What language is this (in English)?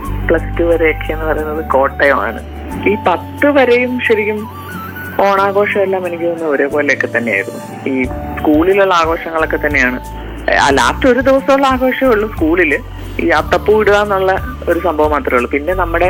Malayalam